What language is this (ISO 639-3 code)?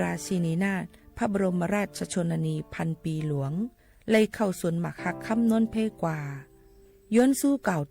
shn